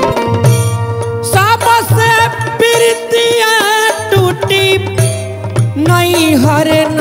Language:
Bhojpuri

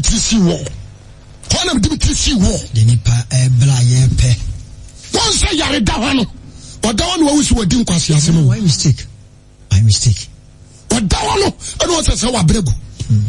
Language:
Akan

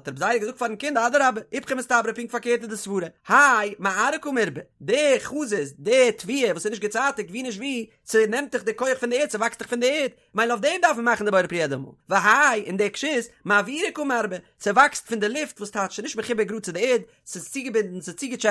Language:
Yiddish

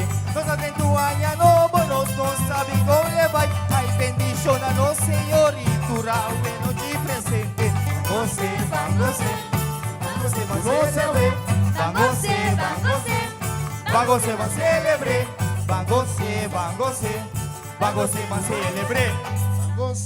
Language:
Papiamento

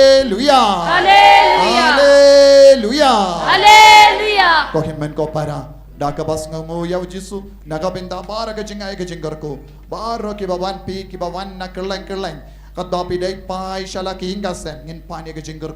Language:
Khasi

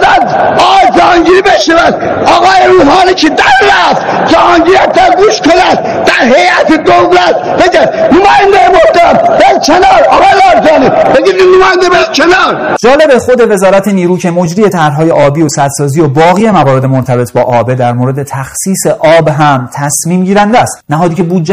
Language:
Persian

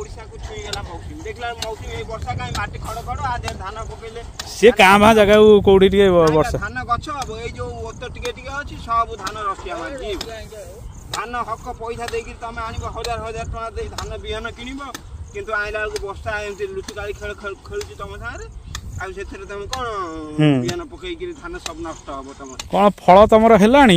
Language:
Odia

